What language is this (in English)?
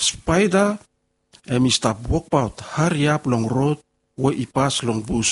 Bislama